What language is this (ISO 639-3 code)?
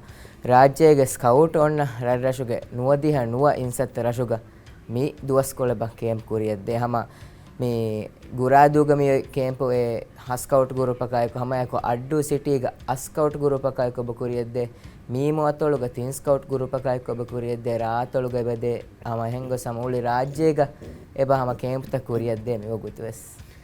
div